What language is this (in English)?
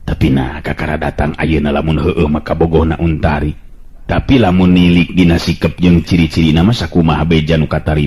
Sundanese